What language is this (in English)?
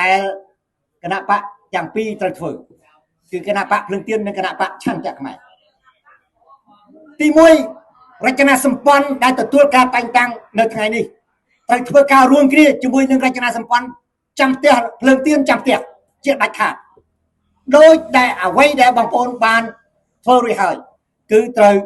Khmer